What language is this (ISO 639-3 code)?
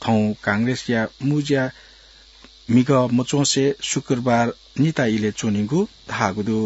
new